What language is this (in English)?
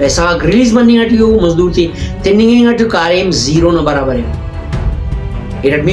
Brahui